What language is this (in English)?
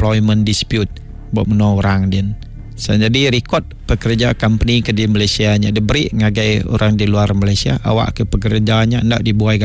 Iban